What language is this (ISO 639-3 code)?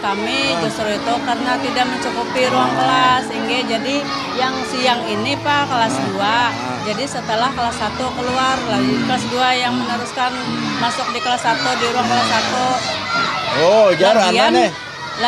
bjn